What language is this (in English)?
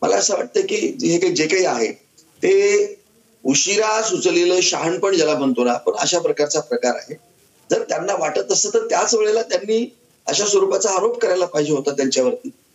Marathi